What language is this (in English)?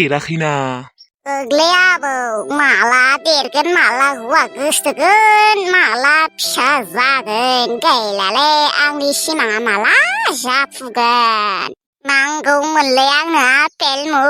Bodo